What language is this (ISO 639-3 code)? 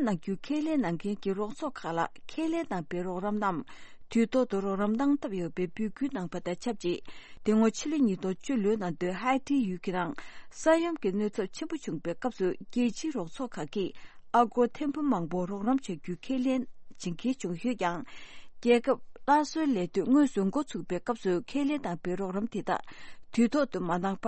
bod